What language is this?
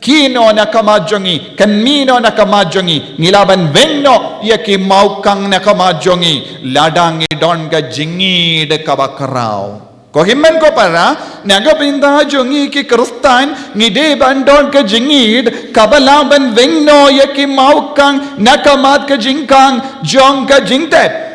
Khasi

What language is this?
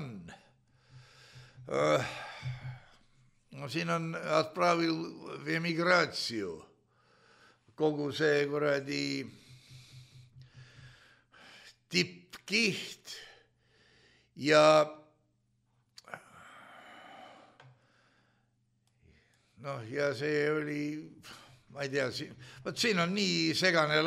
Estonian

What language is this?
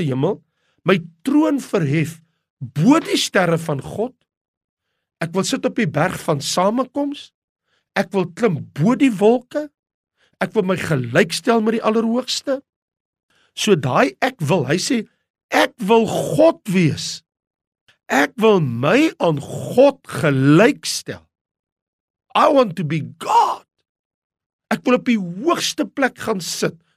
Afrikaans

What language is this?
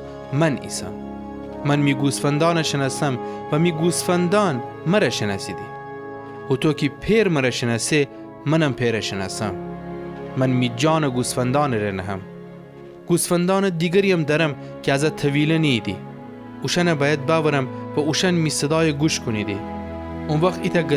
Gilaki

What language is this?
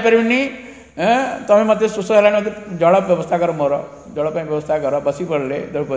Odia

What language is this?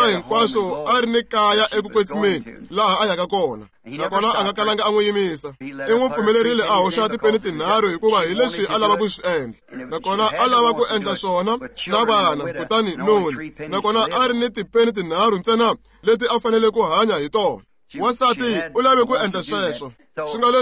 Tsonga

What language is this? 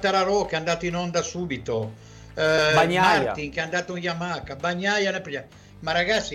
Italian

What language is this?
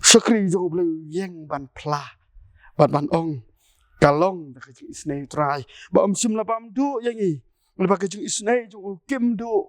Khasi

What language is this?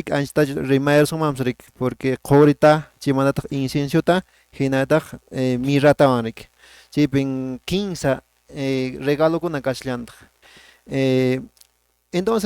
Quechua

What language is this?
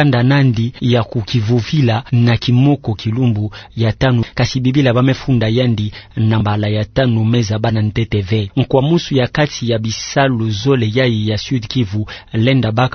Kituba (Democratic Republic of Congo)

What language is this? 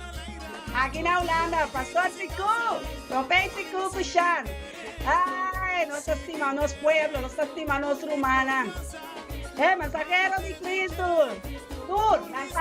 Papiamento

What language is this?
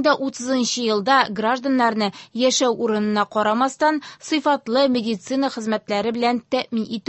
Tatar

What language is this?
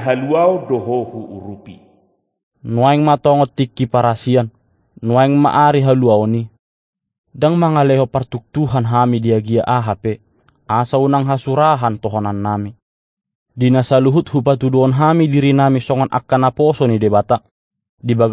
Batak Toba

